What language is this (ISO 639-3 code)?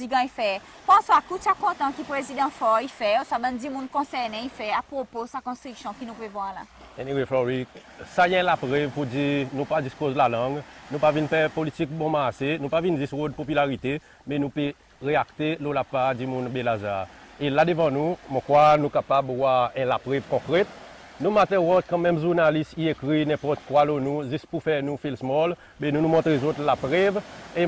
crs